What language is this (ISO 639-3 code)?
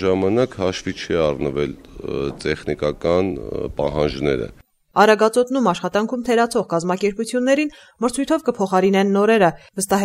hye